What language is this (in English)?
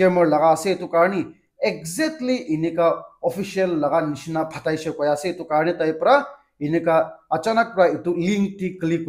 Naga Pidgin